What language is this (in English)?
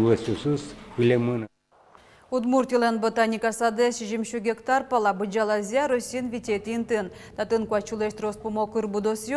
Udmurt